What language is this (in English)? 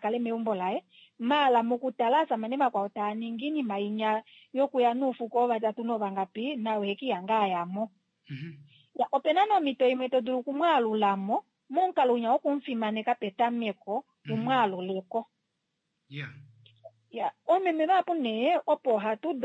Kuanyama